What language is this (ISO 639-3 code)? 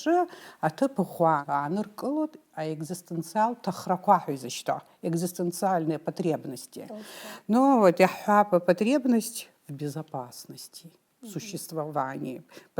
abk